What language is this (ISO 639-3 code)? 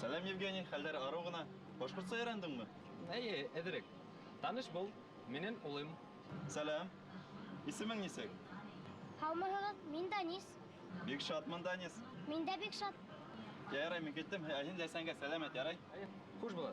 bak